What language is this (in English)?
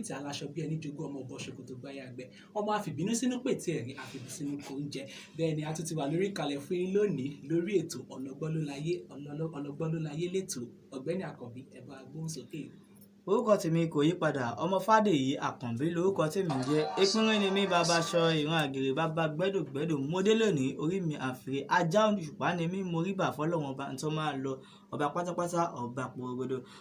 Yoruba